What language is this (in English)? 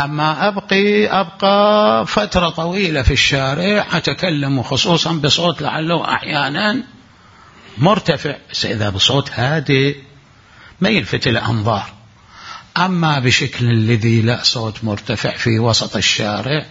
Mesopotamian Arabic